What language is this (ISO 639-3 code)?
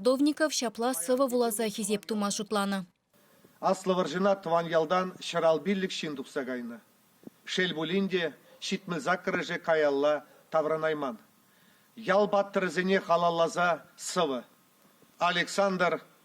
chv